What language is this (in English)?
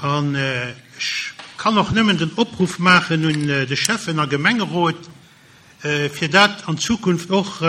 Luxembourgish